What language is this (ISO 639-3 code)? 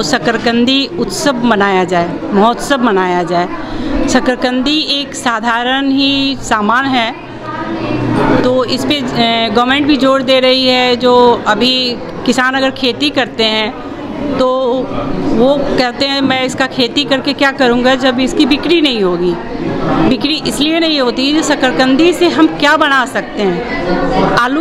hin